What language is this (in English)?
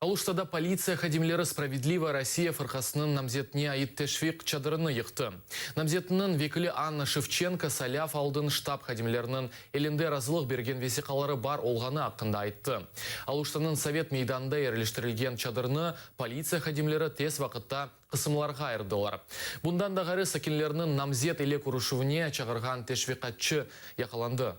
Crimean Tatar